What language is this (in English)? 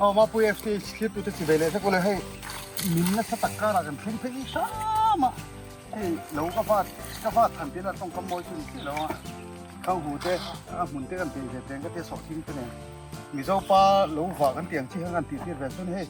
Mizo